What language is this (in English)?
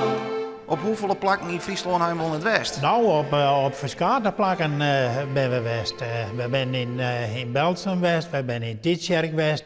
Western Frisian